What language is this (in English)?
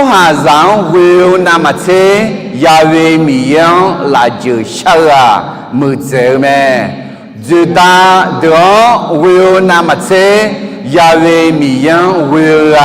Akha